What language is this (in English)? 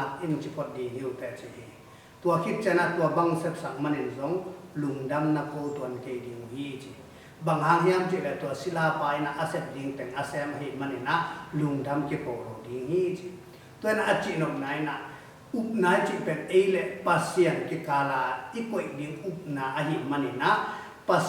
Tedim Chin